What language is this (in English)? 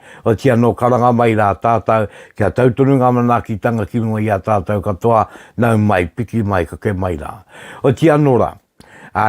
Māori